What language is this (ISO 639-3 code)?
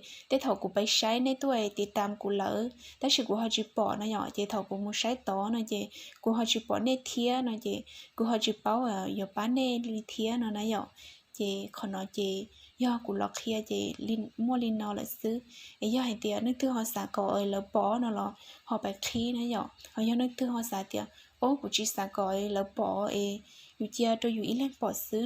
hmn